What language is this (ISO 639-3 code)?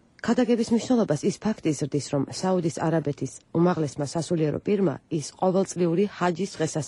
kat